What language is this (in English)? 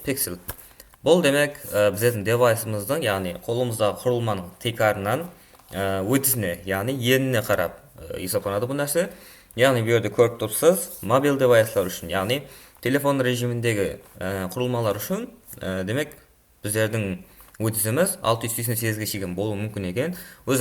Kara-Kalpak